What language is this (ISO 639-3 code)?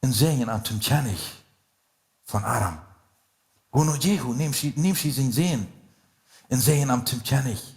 pdt